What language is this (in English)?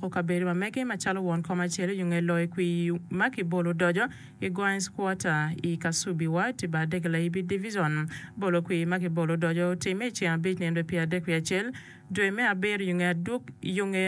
Acoli